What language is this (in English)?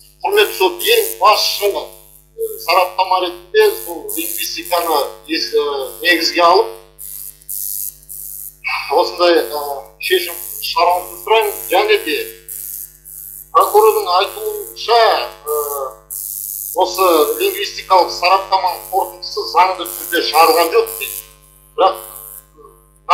Kazakh